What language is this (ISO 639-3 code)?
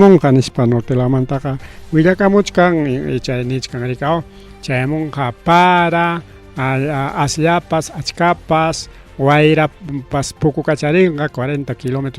quy